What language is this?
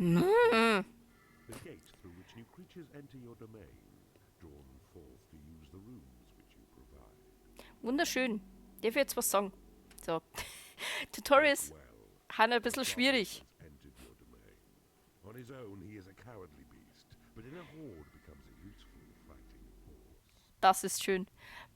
Bavarian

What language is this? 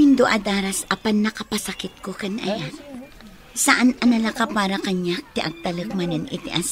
Iloko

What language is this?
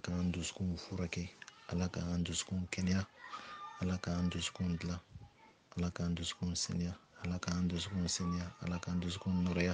Bambara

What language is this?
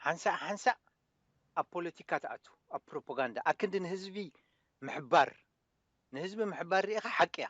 Tigrinya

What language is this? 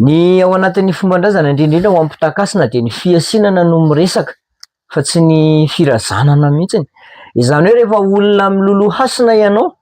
Malagasy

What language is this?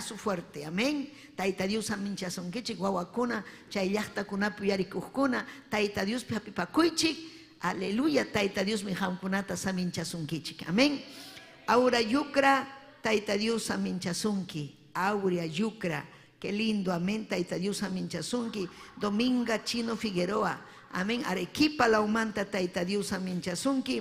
Ayacucho Quechua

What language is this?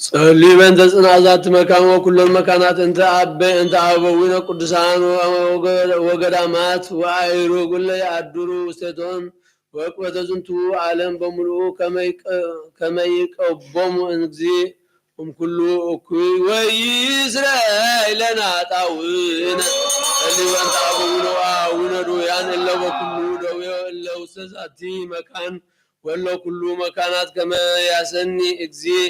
Geez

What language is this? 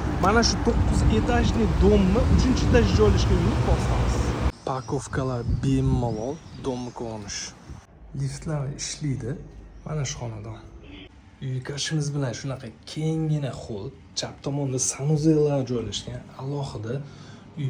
Uzbek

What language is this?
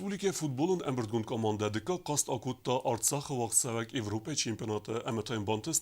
Ossetic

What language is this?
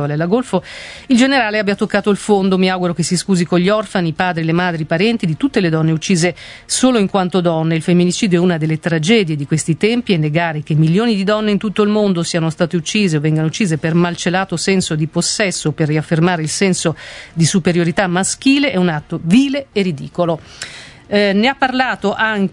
Italian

